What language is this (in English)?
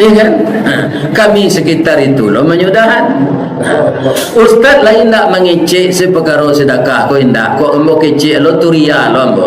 Minangkabau